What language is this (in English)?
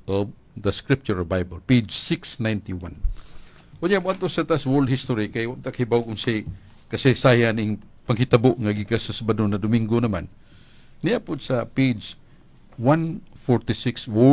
Cebuano